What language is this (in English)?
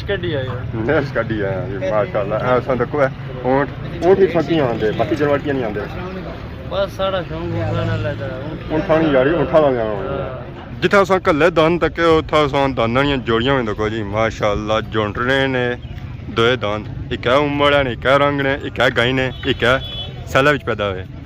Pahari-Potwari